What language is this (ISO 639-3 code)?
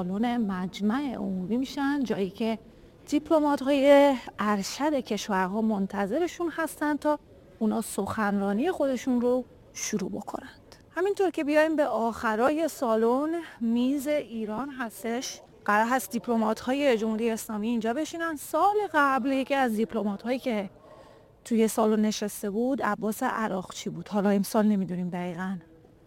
fas